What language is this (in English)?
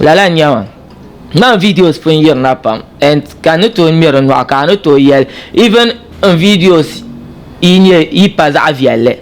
Dagbani